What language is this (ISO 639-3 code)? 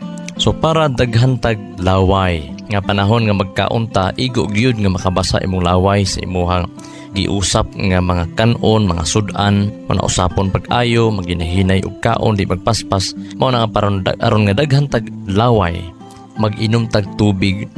ceb